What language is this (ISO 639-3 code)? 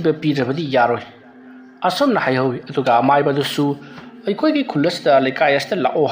mni